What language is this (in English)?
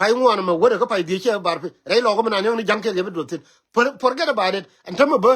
Nuer